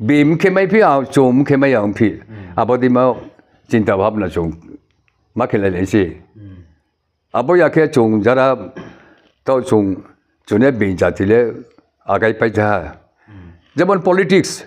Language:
Riang (India)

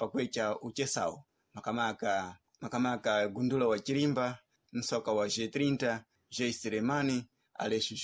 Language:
Sena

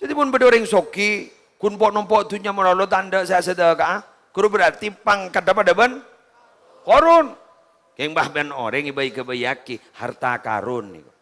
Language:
Madurese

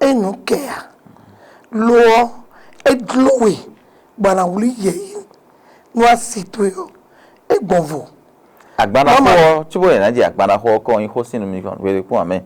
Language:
Fon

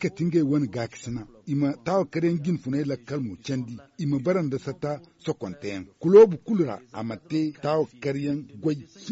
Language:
Zarma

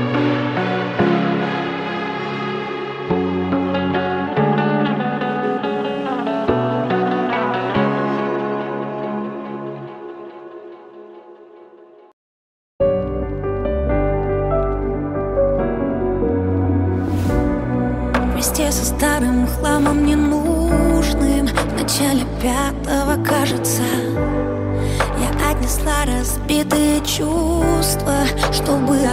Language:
Russian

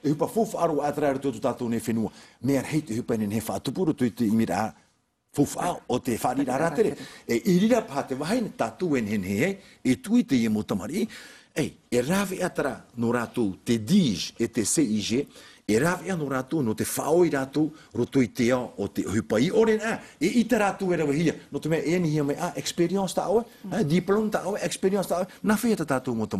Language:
Tahitian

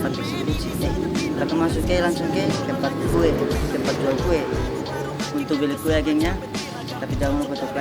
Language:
Ambonese Malay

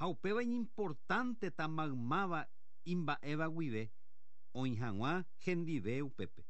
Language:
Guarani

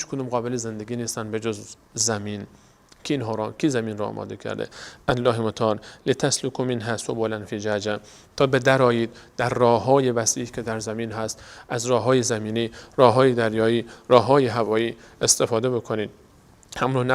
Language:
Persian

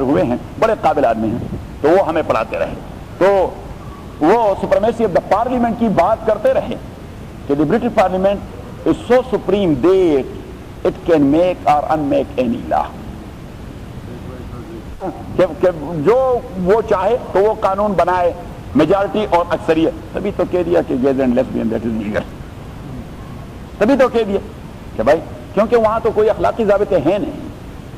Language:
Urdu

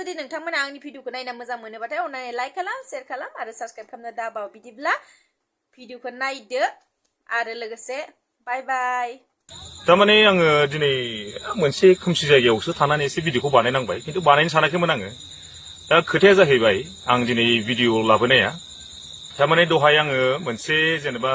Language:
Bodo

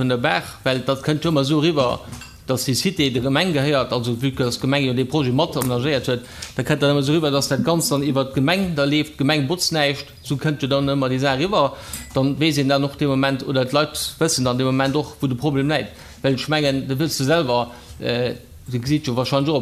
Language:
Luxembourgish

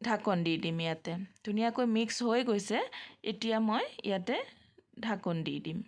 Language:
Assamese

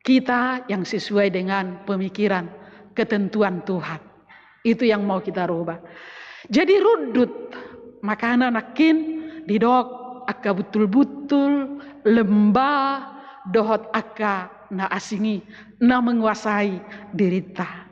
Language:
Batak Toba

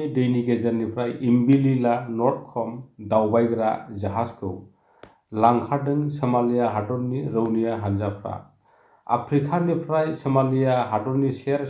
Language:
Bodo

